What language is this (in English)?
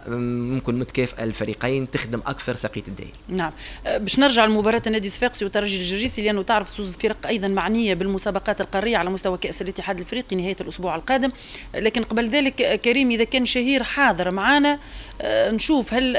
Tunisian Arabic